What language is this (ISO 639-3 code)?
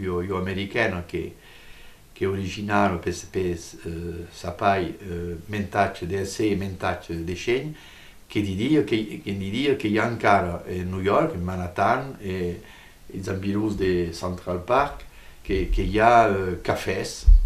oci